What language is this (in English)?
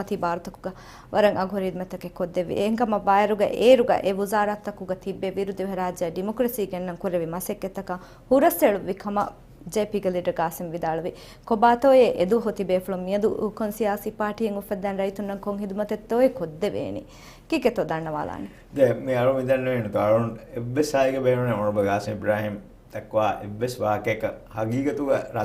Divehi